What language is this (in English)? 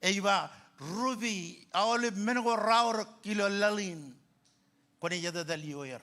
Marshallese